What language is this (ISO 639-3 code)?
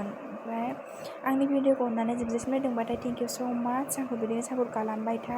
brx